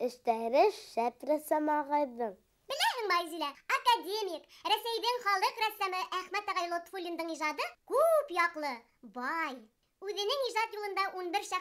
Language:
Bashkir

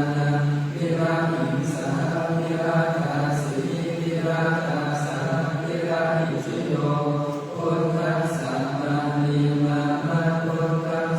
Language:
Pali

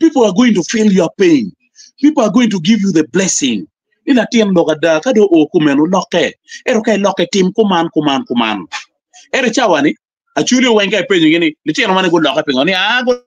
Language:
Acoli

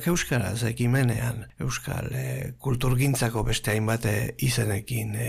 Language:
Basque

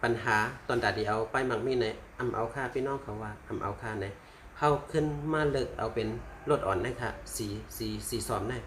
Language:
Shan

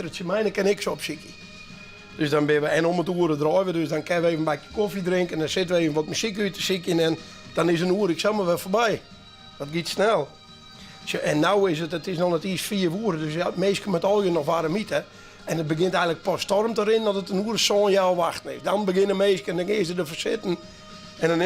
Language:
Western Frisian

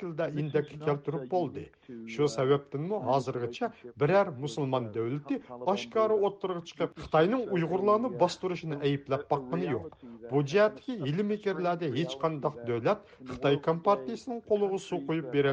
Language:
Uyghur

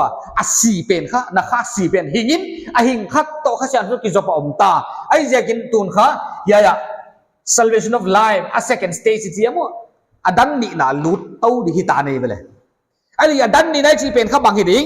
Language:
Paite Chin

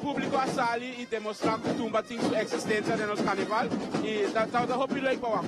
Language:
Papiamento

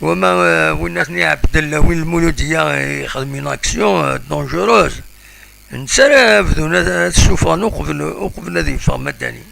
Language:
Kabyle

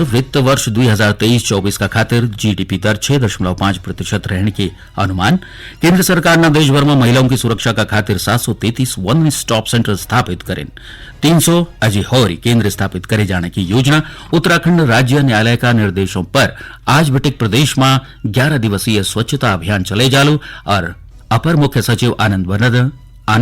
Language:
Garhwali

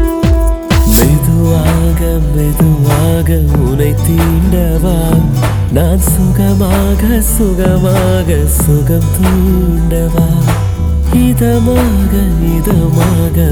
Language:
Tamil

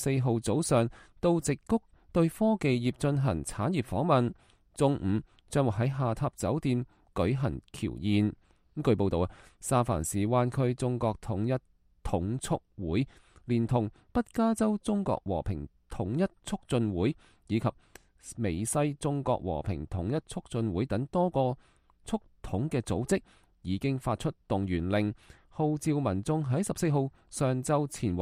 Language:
Cantonese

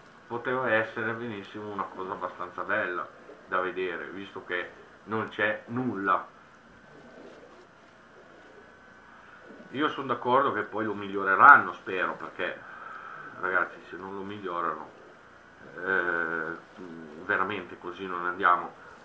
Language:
Italian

